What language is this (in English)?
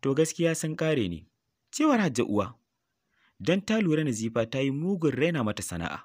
Hausa